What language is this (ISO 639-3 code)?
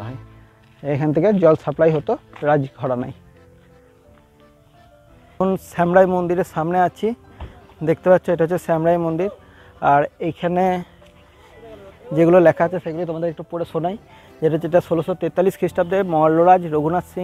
ben